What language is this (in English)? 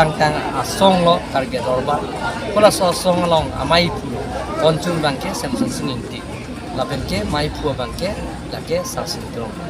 Karbi